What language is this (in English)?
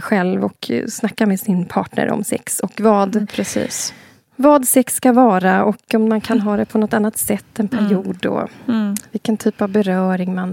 Swedish